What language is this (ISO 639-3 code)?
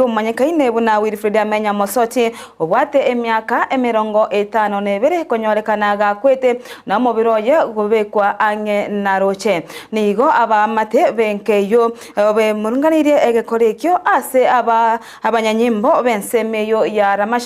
guz